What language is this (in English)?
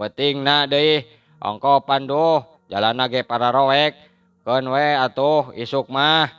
Sundanese